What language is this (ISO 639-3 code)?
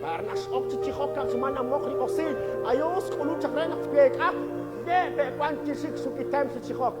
kek